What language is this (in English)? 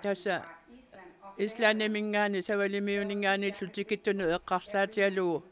Kalaallisut